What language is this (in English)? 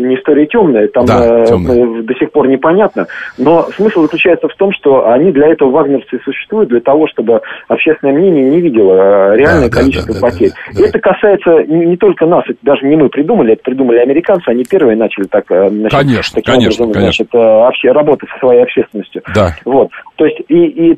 Russian